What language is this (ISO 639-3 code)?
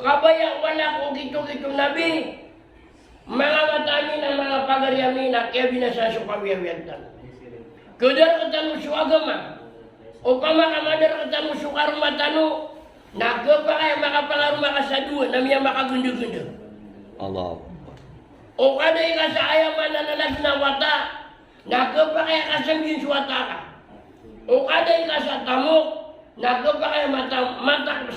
mrw